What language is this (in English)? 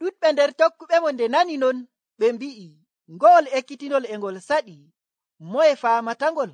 Nigerian Fulfulde